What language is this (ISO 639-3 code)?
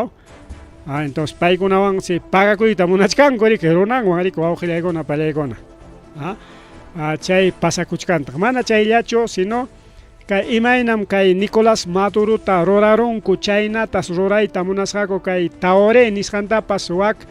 quy